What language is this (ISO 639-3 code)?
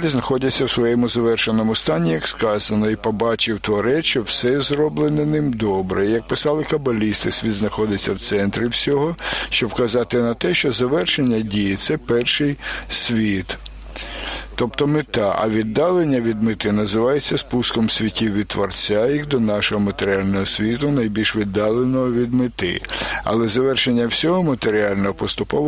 ukr